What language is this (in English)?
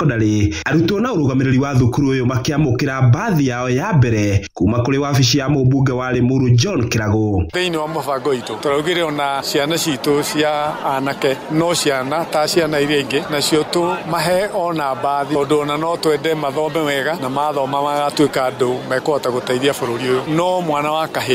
Kikuyu